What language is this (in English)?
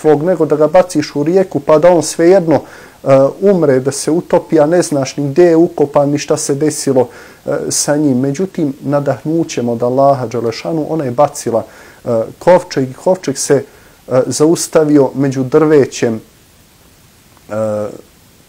Bosnian